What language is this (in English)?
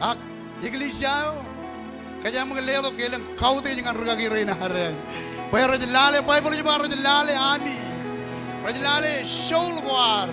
Marshallese